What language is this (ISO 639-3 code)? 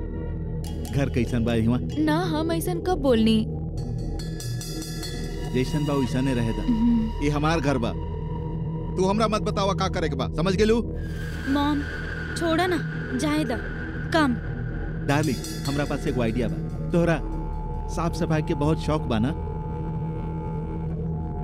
bho